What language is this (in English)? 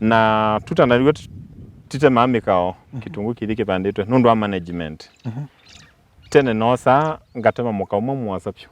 Kamba